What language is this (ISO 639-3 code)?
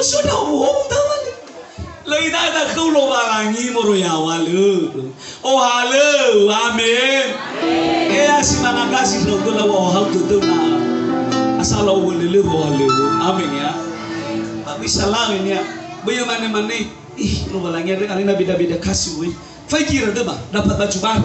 nia